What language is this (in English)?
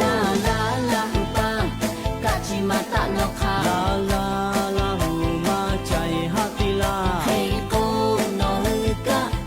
Lahu